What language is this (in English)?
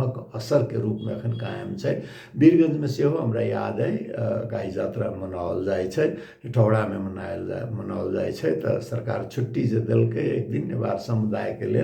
Maithili